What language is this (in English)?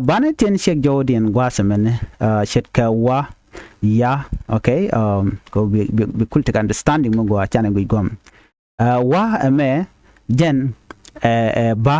Nuer